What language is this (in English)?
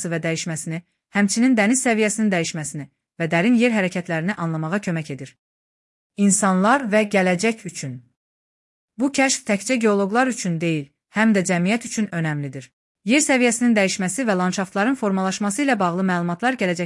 Azerbaijani